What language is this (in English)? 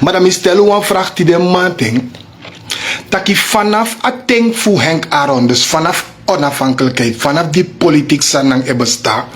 Sranan Tongo